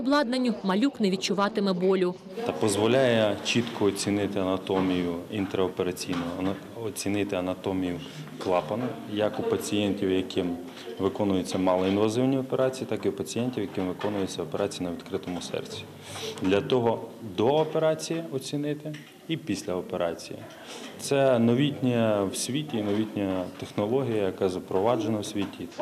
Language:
Ukrainian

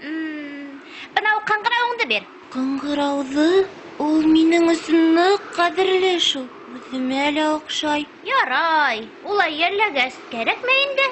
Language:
Bashkir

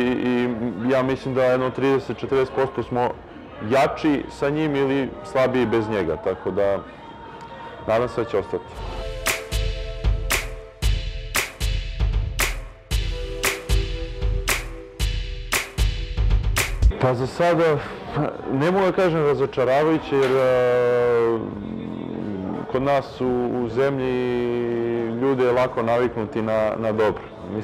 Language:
Serbian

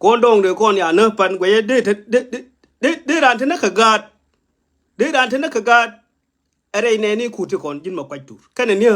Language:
Nuer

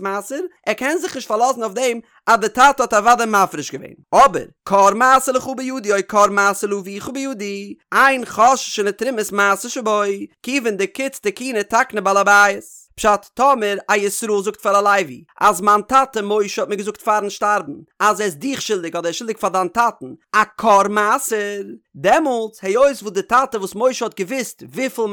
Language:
Yiddish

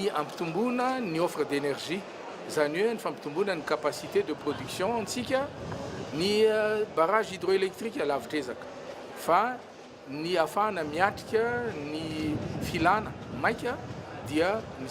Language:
Malagasy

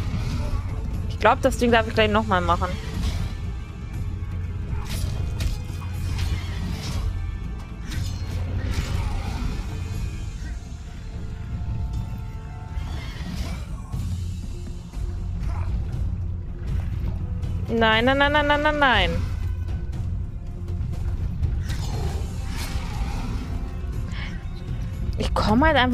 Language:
German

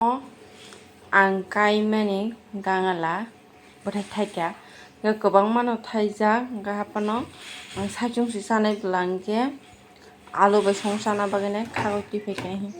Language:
Kok Borok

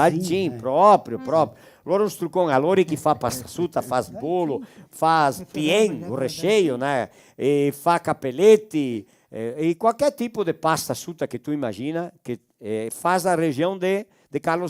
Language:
Venetian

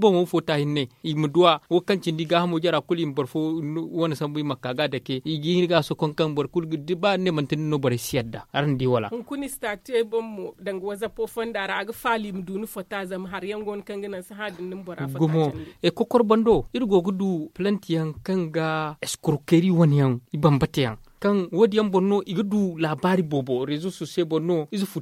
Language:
Zarma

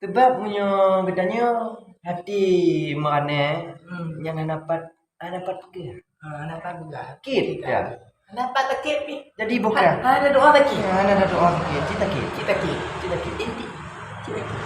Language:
Achinese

